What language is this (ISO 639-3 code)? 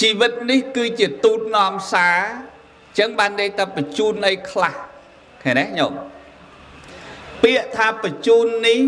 khm